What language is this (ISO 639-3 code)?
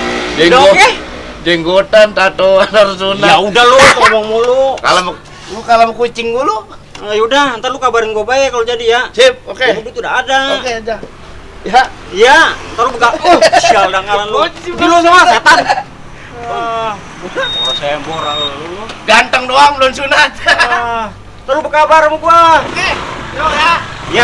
bew